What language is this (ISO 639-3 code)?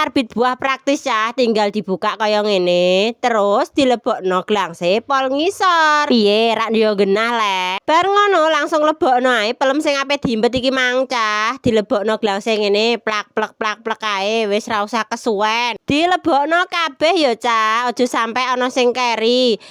jav